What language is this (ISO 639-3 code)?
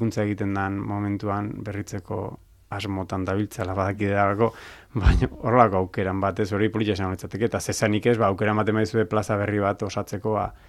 eus